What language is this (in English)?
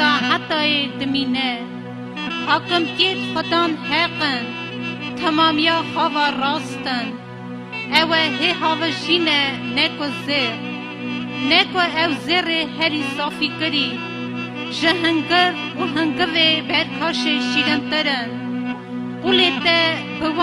Kurdish